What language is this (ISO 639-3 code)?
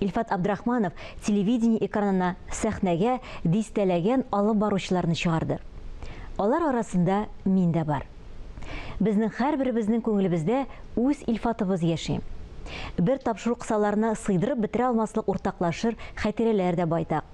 tat